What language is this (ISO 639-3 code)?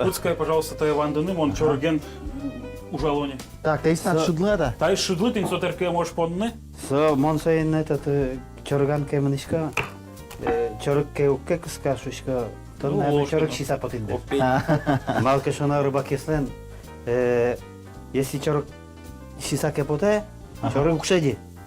udm